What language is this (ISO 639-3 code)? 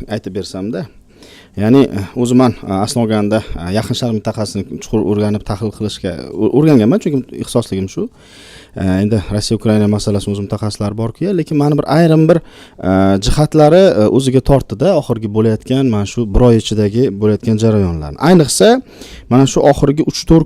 uzb